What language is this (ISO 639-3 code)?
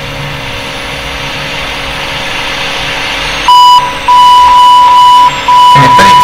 ita